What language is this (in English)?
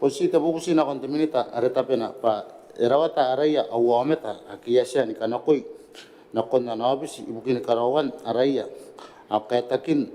Gilbertese